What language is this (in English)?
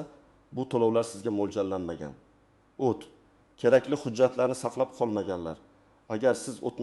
Uzbek